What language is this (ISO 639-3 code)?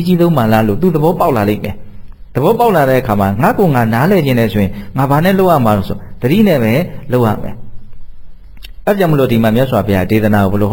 mya